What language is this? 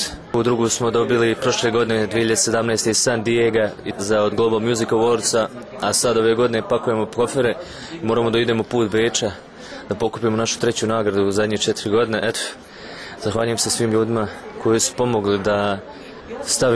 Bosnian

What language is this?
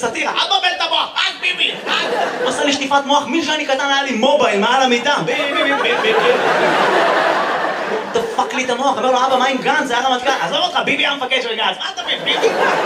Hebrew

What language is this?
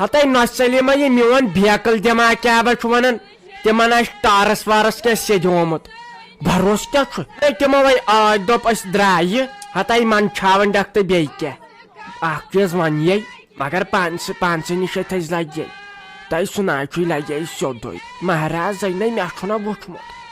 Kashmiri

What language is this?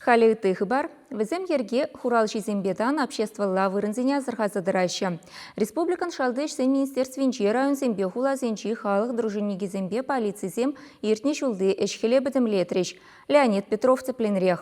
Chuvash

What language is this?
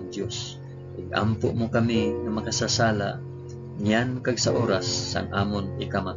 Hiligaynon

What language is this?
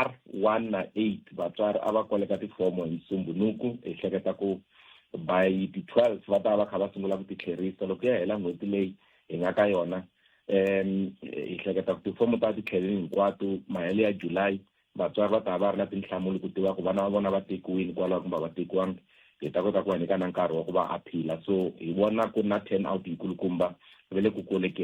Tsonga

